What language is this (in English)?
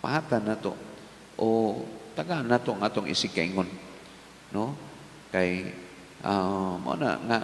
Cebuano